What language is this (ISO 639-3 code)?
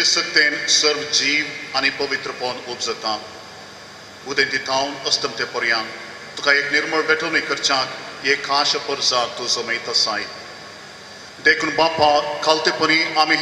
kok